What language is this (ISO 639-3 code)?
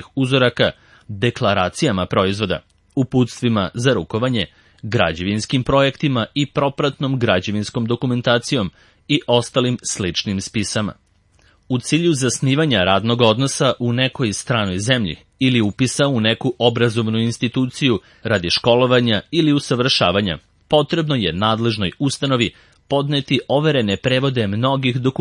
srp